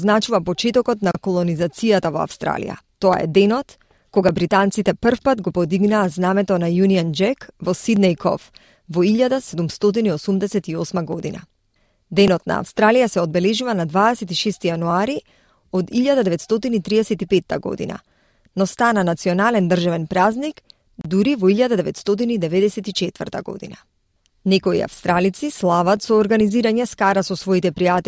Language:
Macedonian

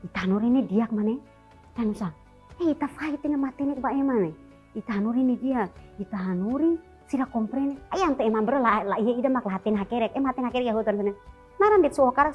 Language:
Tetum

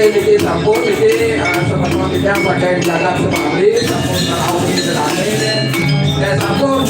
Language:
Balinese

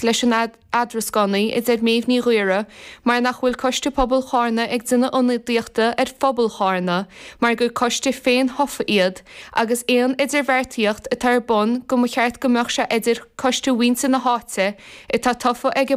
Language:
Irish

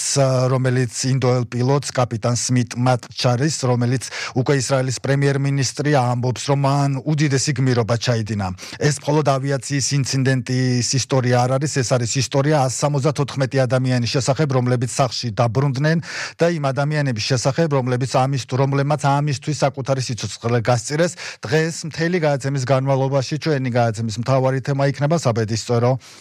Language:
Georgian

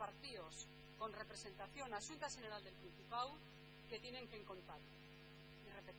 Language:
Asturian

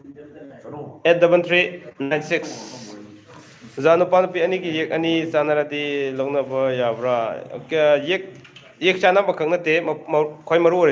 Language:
Manipuri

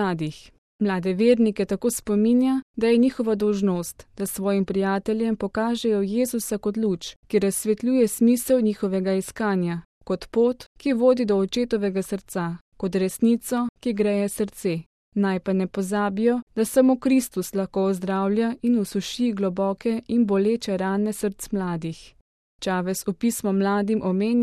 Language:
Slovenian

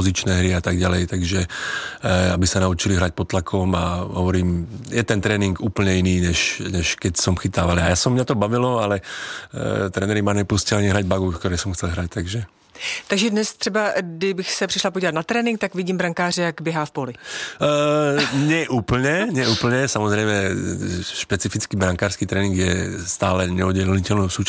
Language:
Slovak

